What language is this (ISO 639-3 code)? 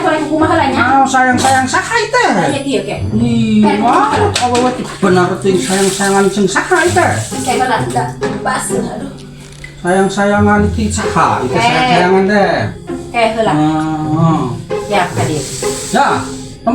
sun